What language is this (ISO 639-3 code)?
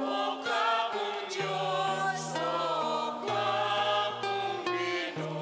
pam